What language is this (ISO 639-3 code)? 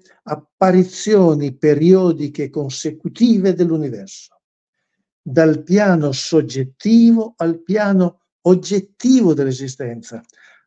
ita